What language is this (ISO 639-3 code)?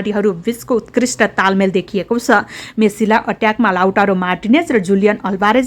nep